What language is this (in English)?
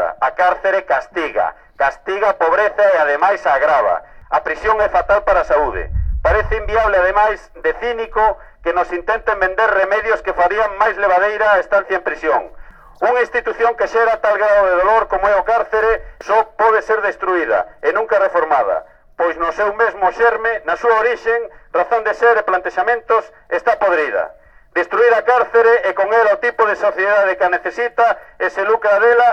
Galician